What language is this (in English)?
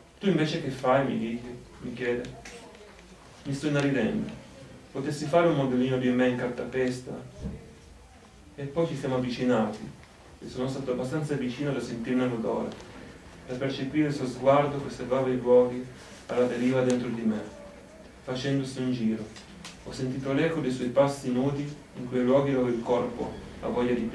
Italian